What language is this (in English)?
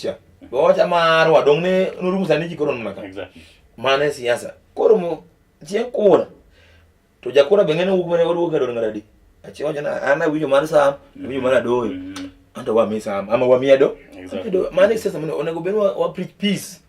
Luo (Kenya and Tanzania)